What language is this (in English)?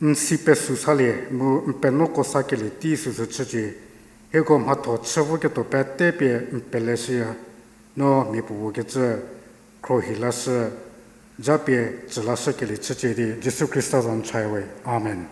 Angami Naga